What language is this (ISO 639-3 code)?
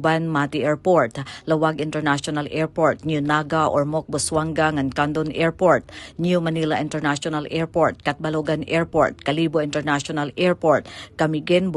war